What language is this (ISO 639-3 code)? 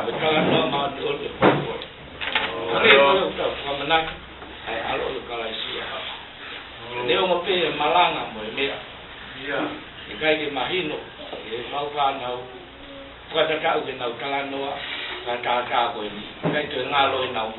ton